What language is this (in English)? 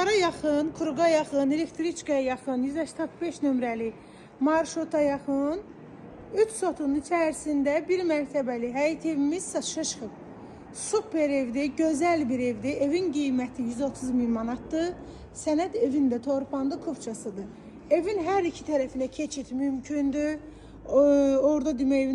Azerbaijani